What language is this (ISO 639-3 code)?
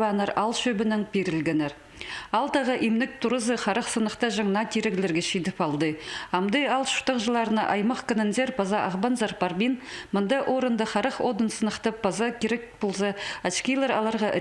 kjh